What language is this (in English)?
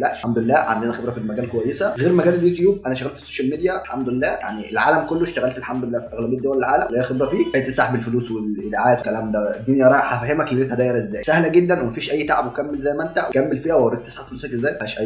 Egyptian Arabic